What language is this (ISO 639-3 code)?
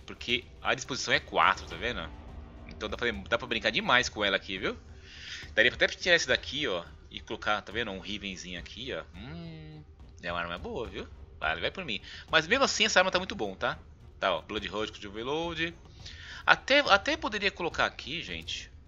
por